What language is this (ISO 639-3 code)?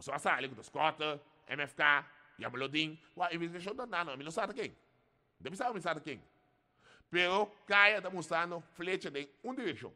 pap